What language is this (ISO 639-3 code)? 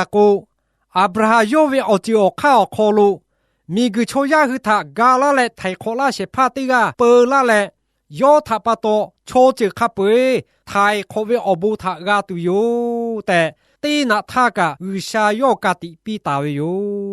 lhu